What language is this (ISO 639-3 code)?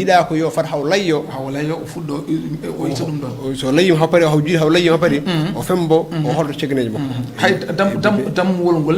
ful